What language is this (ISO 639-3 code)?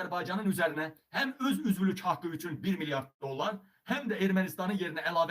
aze